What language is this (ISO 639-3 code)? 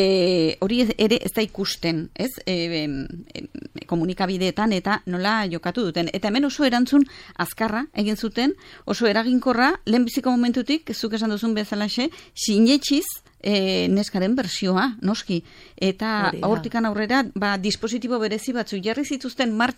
eus